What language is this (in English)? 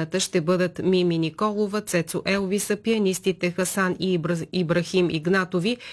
Bulgarian